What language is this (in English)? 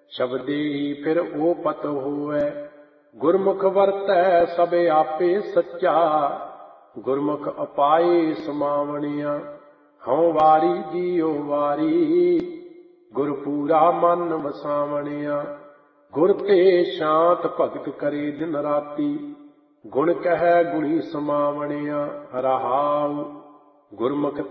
Punjabi